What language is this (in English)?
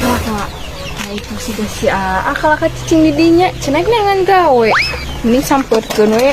Sundanese